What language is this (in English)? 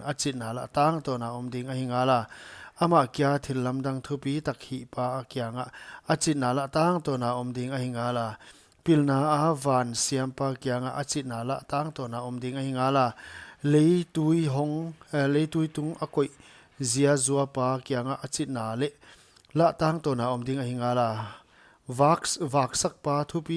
Paite Chin